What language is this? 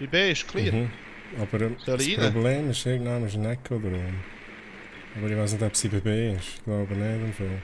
Swiss German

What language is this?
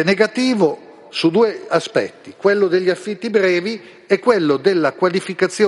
Italian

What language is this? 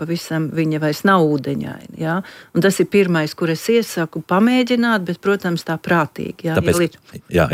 Latvian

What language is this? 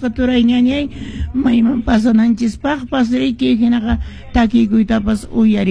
Quechua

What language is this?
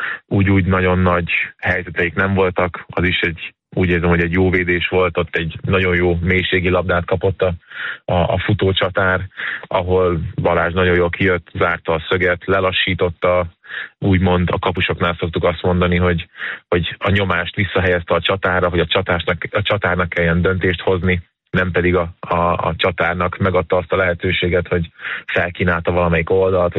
Hungarian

